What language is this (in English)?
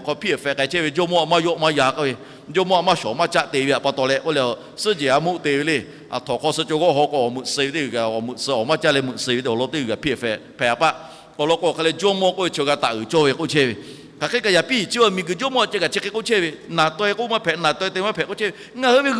Lahu